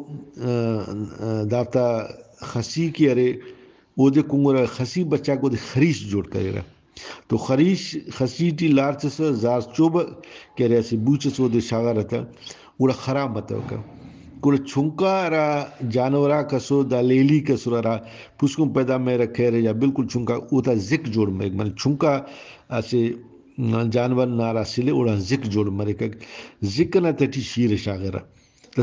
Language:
Brahui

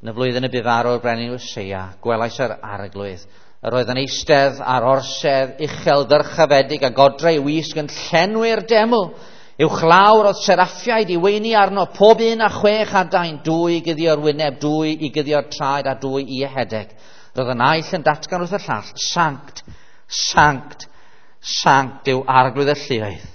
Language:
Welsh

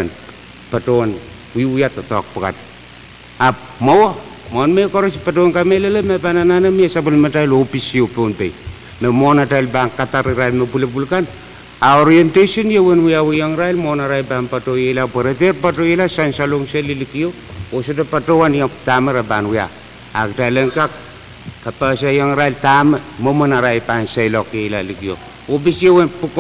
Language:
Pohnpeian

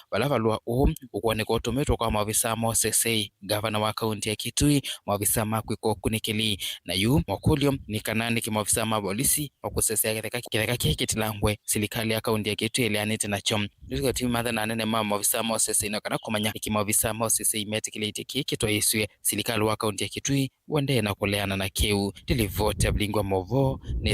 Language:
Kamba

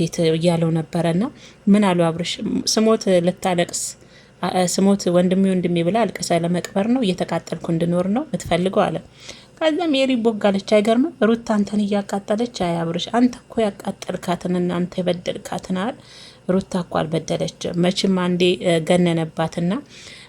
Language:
Amharic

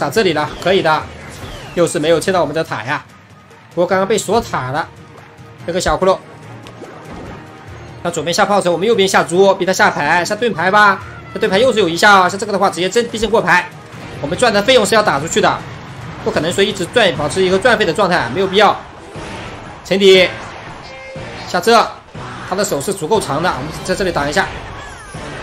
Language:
Chinese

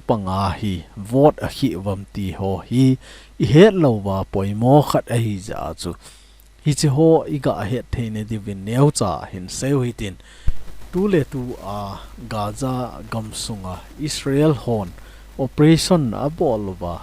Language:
Thado Chin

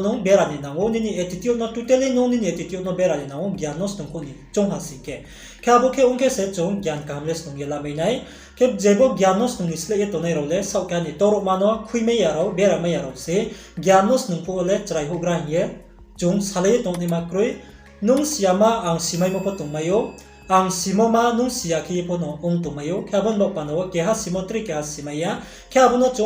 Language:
Riang (India)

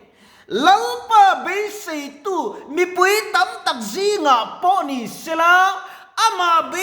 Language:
Mizo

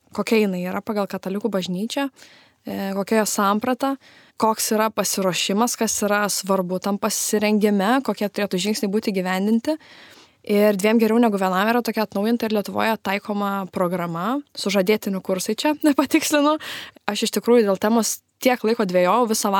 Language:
Lithuanian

